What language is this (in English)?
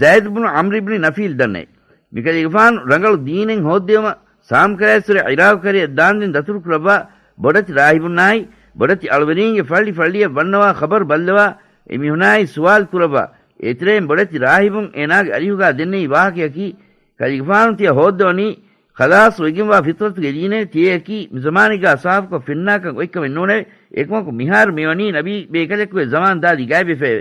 Divehi